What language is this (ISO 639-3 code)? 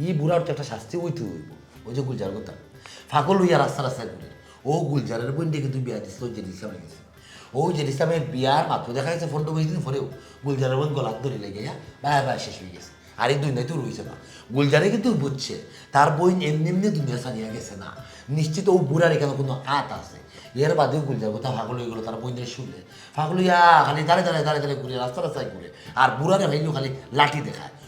syl